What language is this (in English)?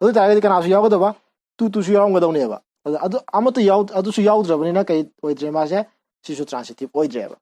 Manipuri